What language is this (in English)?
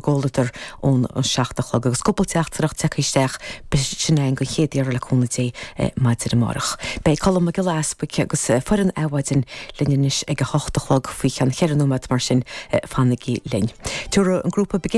Irish